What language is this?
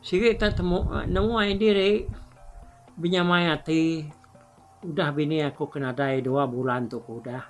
Iban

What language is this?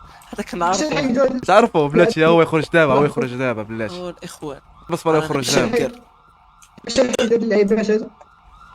Moroccan Arabic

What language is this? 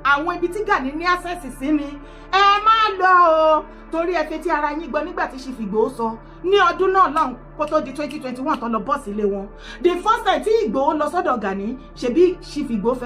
Yoruba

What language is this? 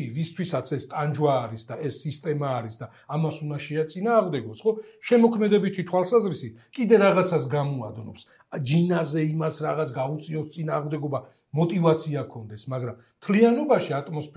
Georgian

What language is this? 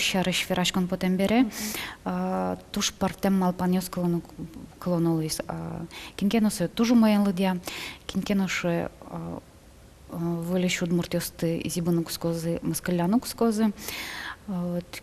Udmurt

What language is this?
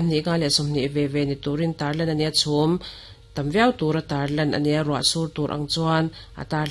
Mizo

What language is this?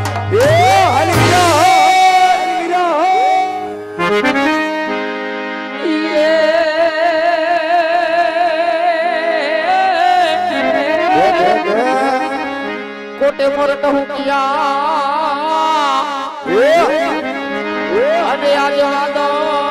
Gujarati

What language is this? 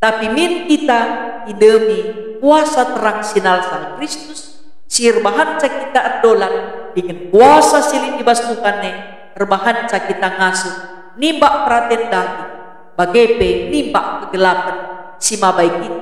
Batak Karo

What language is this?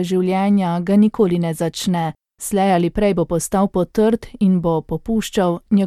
Slovenian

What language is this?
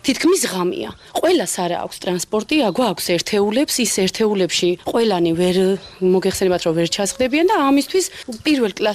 Georgian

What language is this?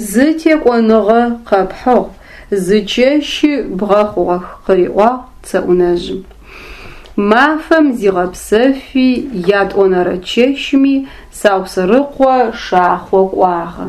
Adyghe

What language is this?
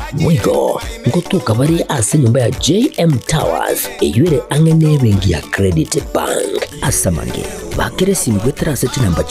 Gusii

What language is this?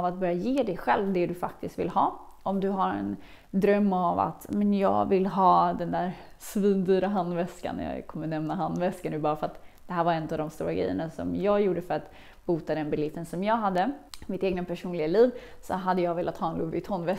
Swedish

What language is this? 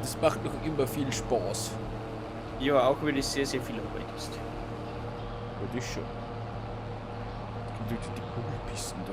Bavarian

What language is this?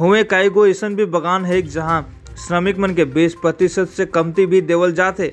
Sadri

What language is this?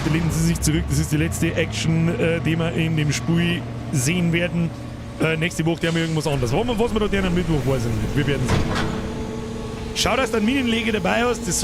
Bavarian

